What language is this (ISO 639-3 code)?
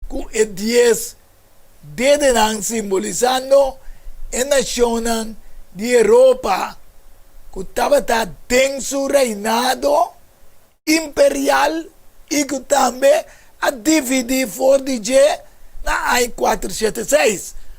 pap